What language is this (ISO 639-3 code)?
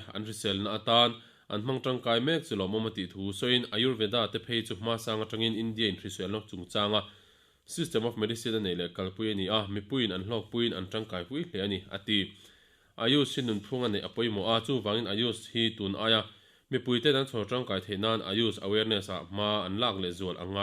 lus